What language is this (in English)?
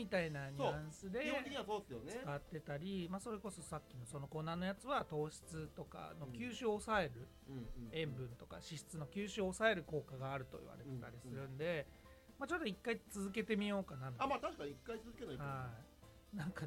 Japanese